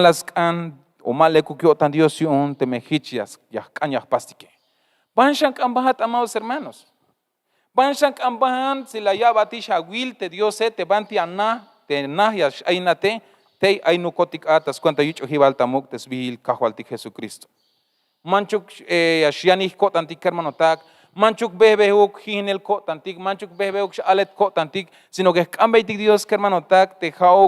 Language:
Tzeltal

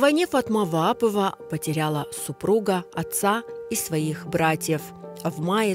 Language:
Crimean Tatar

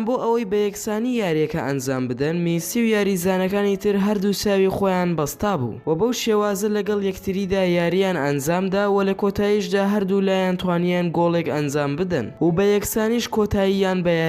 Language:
Central Kurdish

